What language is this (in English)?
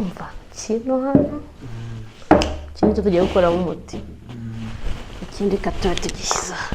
Kinyarwanda